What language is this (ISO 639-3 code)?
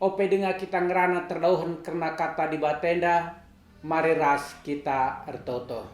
btx